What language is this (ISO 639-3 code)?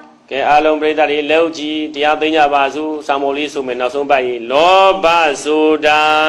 mya